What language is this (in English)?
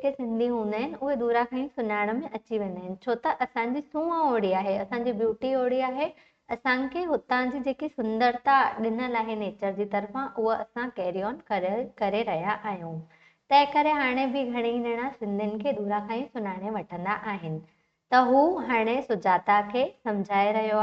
Sindhi